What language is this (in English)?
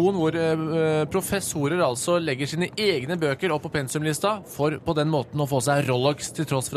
Norwegian